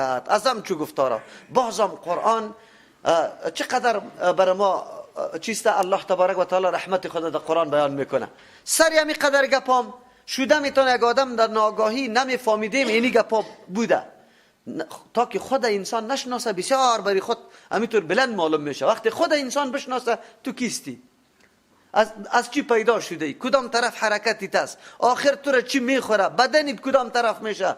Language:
Persian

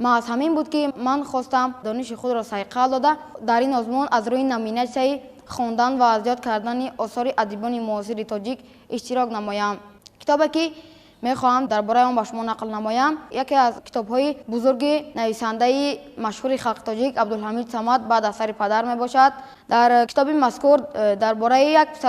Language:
Tajik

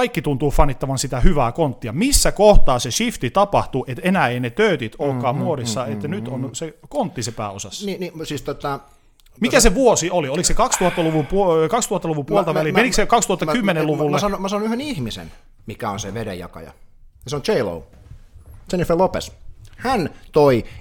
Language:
Finnish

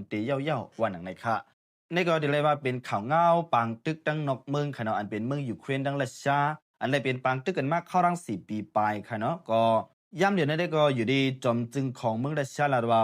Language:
Shan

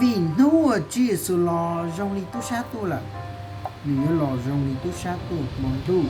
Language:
Hmong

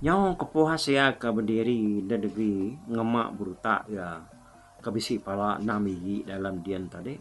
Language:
Iban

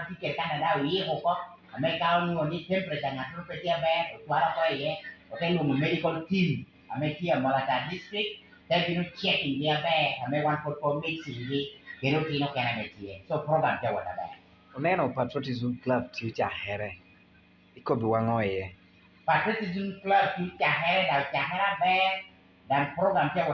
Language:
Lango (Uganda)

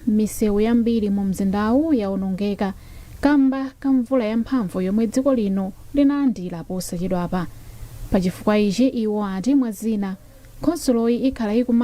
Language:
Nyanja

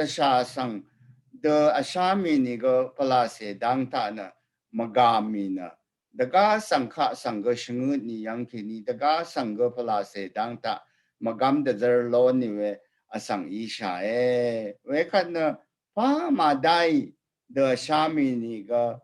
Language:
Rawang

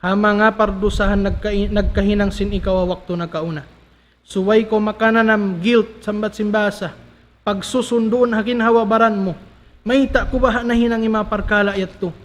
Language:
Tausug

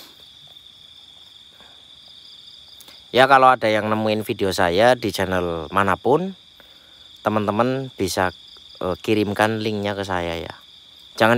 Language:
Indonesian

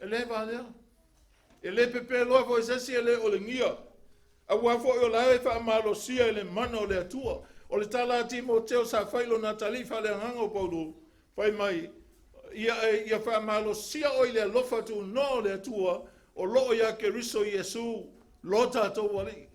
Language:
Samoan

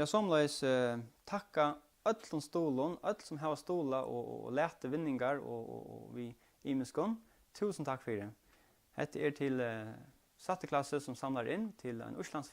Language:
Faroese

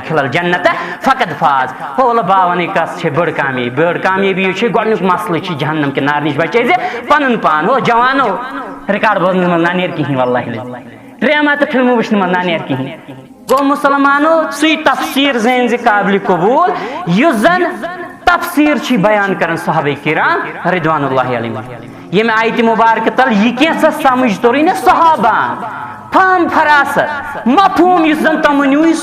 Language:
Kashmiri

